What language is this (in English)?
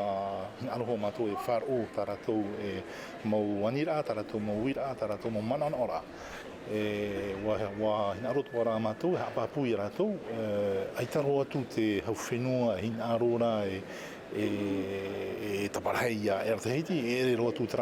Tahitian